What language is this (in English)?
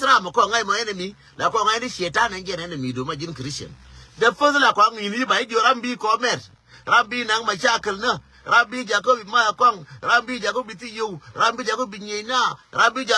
Nuer